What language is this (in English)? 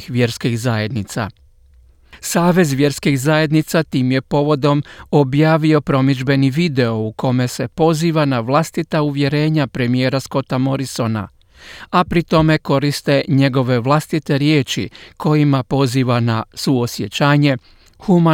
Croatian